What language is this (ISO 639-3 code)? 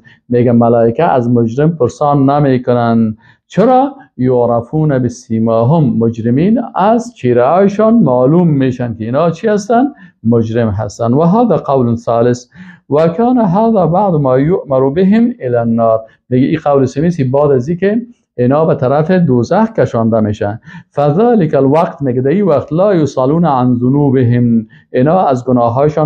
fas